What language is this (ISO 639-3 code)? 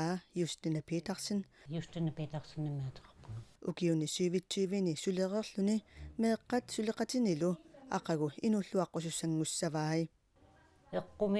kal